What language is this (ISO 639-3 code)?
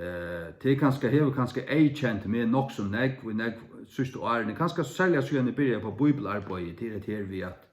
fao